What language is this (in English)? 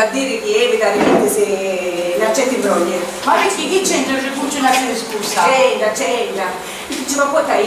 Sicilian